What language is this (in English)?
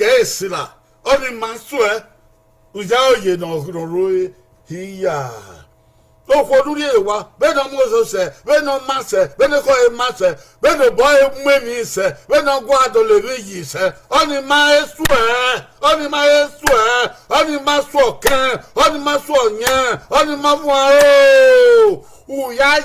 Bini